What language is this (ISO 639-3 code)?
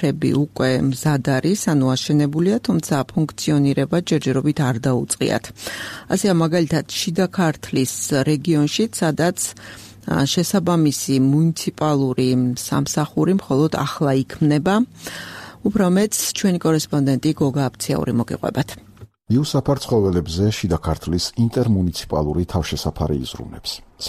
kat